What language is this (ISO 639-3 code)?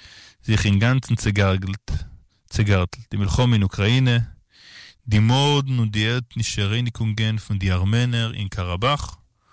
yid